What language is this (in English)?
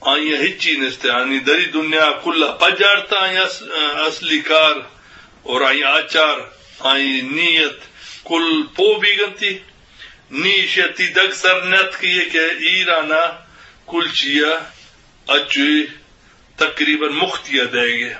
Eastern Balochi